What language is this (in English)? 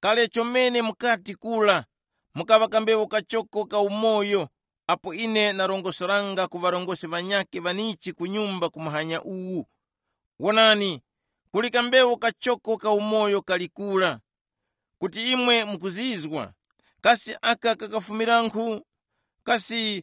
Tumbuka